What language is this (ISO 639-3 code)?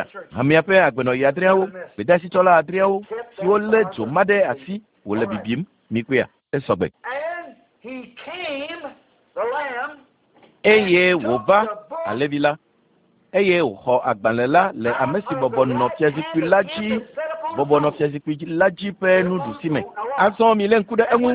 ewe